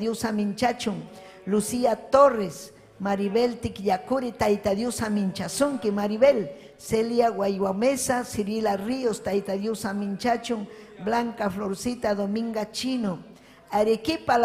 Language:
Ayacucho Quechua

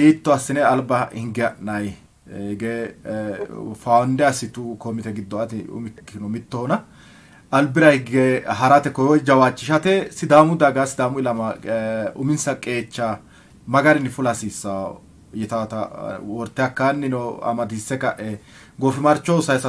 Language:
Sidamo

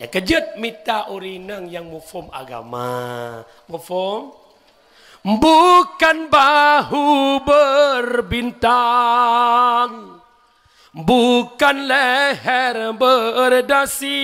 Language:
Achinese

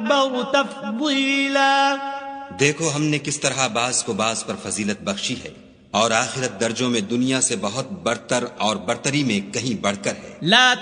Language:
Urdu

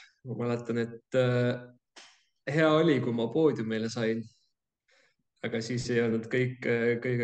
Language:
Estonian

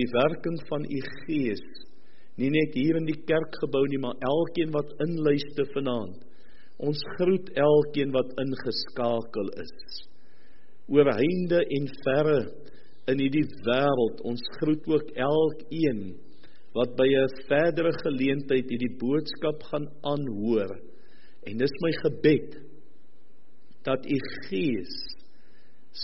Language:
Afrikaans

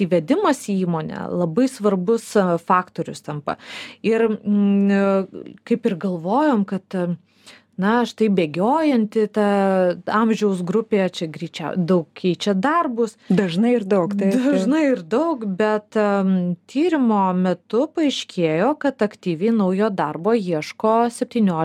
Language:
Lithuanian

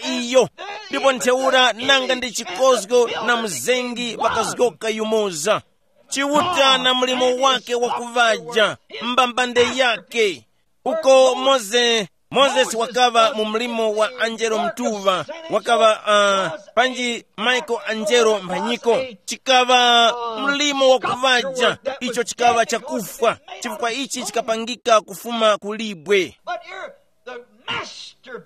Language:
Tumbuka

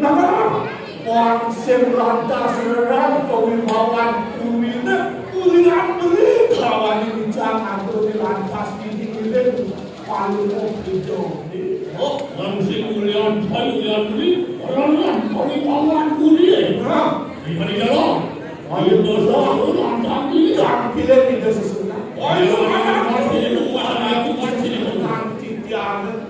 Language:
Balinese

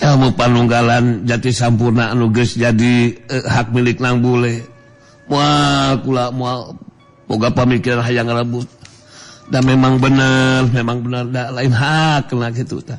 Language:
Sundanese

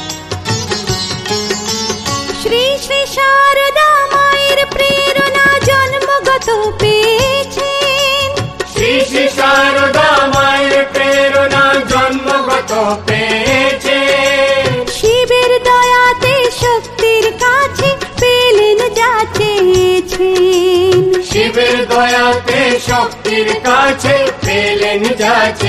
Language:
Bangla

